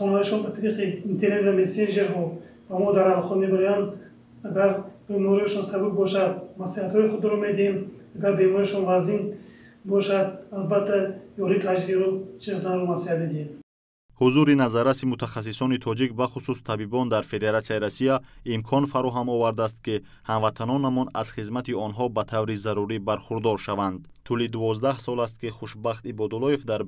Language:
Tajik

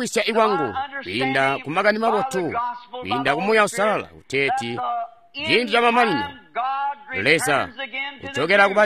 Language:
Tonga (Zambia)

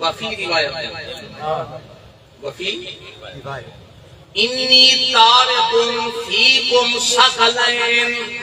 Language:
Saraiki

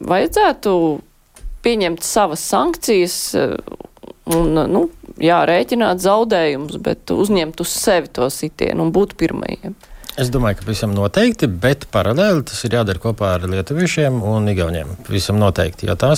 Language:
Latvian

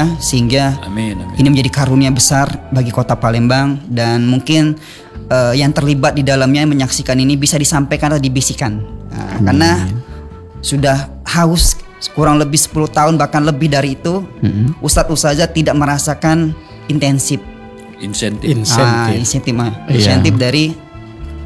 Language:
Indonesian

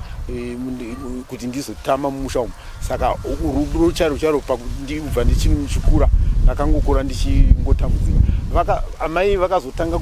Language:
Shona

